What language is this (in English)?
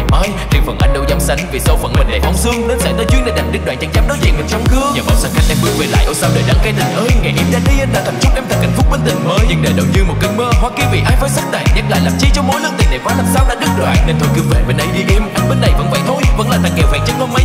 Vietnamese